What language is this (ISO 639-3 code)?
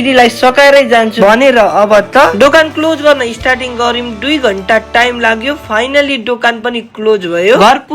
nep